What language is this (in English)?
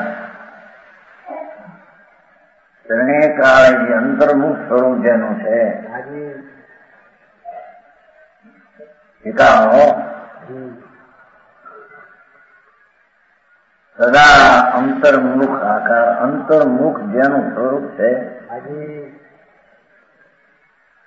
Gujarati